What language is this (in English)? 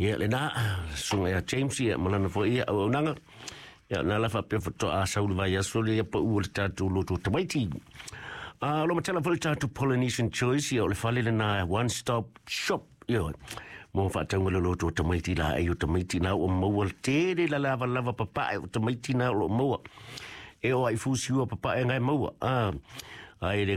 Samoan